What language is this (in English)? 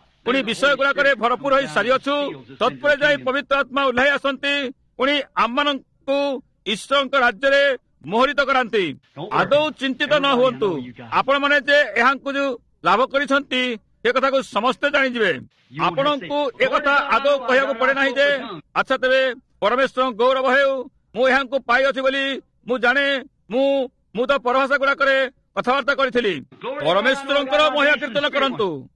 Odia